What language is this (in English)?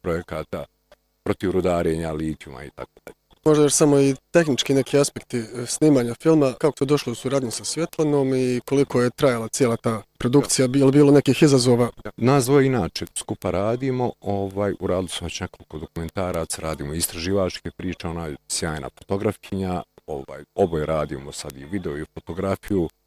Bosnian